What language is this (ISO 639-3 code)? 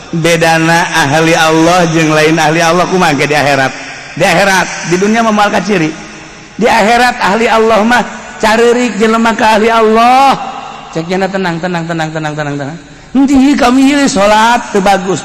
sun